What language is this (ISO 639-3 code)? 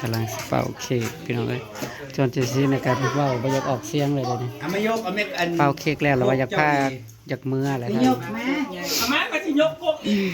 tts